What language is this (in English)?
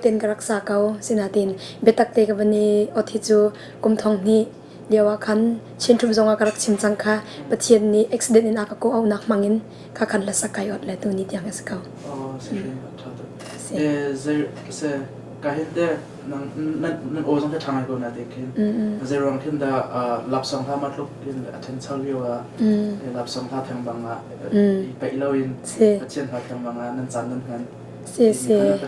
Hakha Chin